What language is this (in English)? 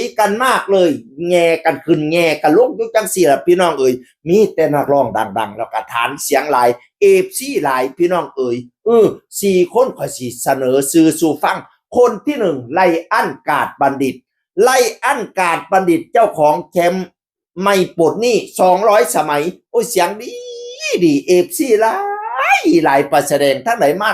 Northeastern Thai